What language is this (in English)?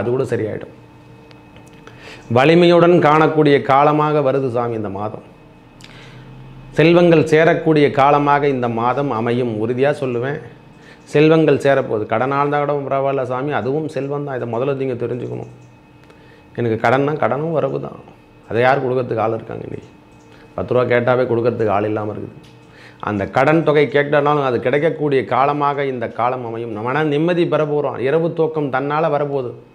Tamil